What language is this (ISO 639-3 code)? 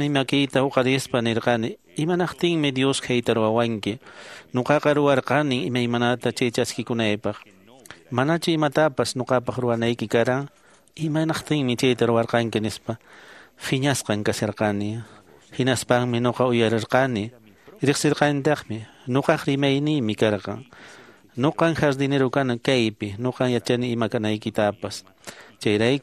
que